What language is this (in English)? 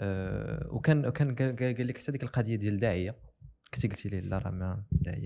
Moroccan Arabic